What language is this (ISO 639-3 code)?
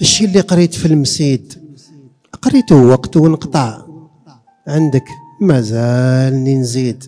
arq